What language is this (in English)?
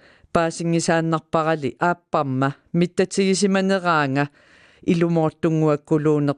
Kalaallisut